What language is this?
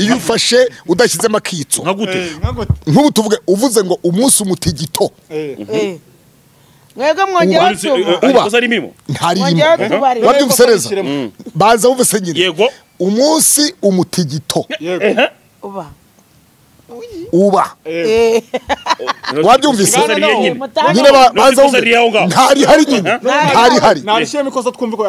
Kinyarwanda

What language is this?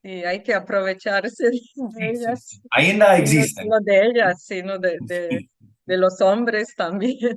Ladino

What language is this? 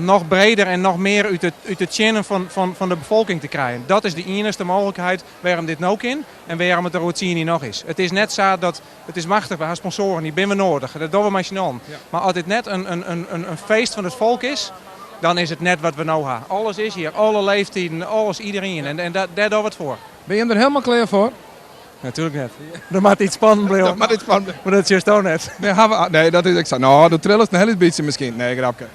Western Frisian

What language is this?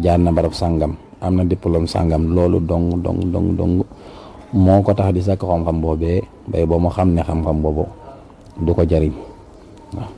Wolof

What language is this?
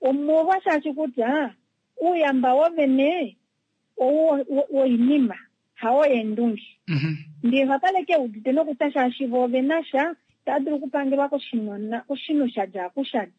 Kuanyama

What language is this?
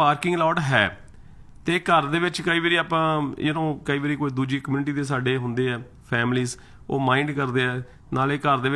Punjabi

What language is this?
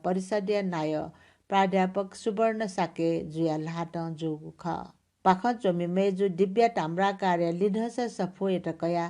Newari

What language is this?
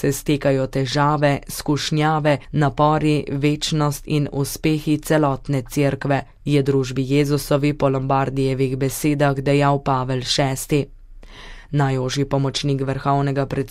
Slovenian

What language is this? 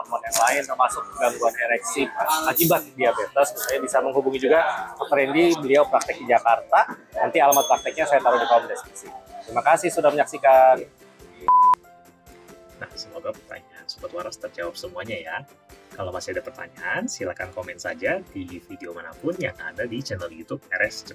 Indonesian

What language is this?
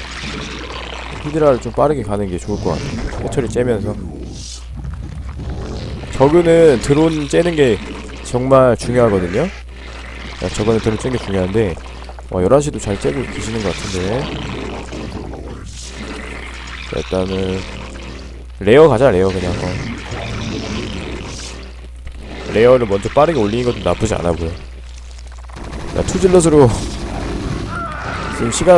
Korean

